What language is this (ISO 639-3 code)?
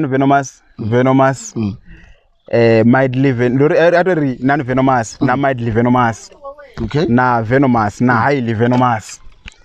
ven